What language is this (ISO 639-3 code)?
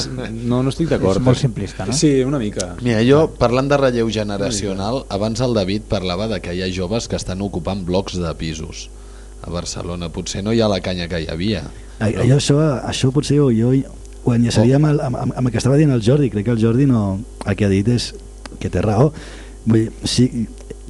cat